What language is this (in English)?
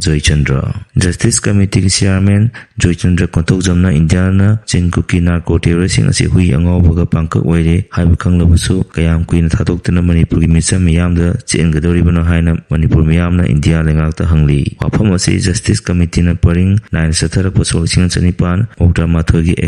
Manipuri